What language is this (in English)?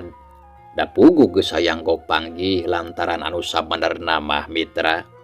Sundanese